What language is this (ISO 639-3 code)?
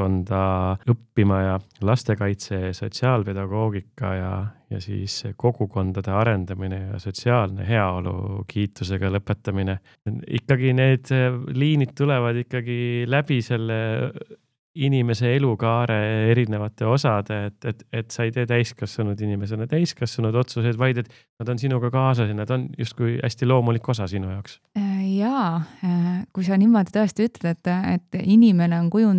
est